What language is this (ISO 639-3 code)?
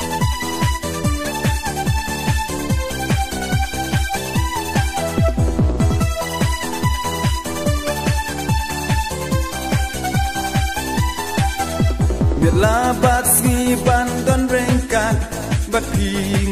kha